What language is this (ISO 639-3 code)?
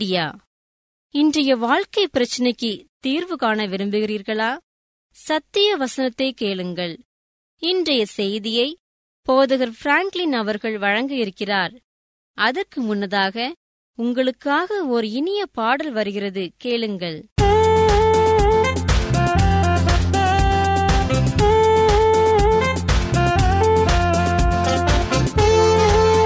tam